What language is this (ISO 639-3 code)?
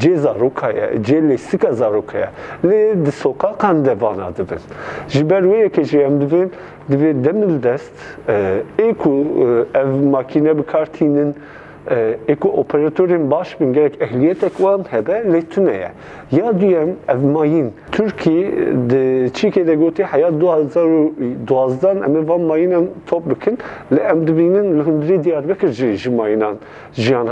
kur